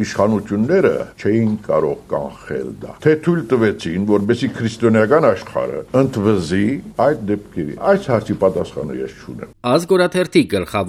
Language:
Armenian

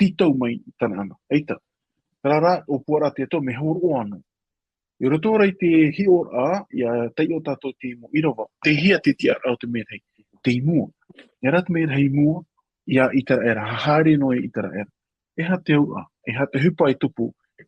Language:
Tahitian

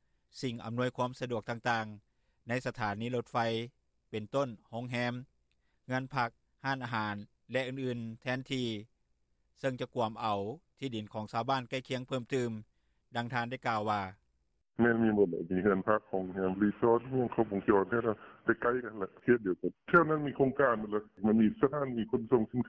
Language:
Lao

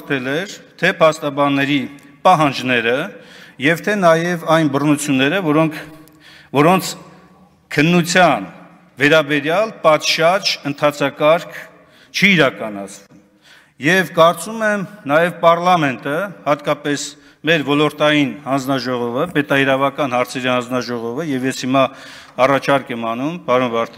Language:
Armenian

